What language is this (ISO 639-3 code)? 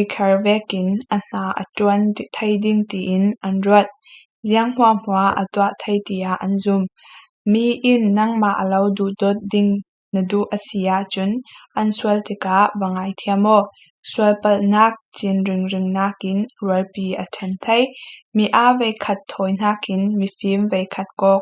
cfm